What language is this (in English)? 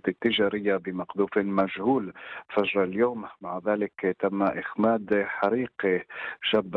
Arabic